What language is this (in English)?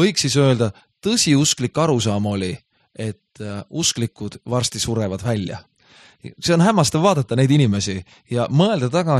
Estonian